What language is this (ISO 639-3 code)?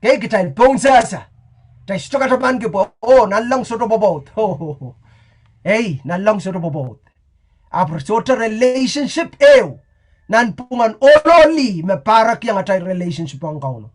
pon